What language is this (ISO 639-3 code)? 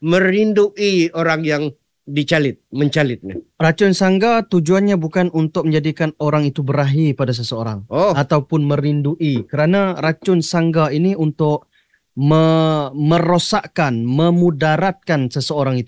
msa